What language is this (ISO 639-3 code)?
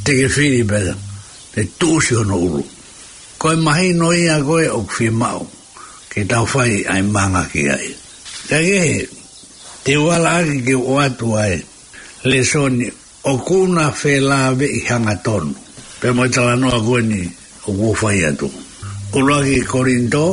ton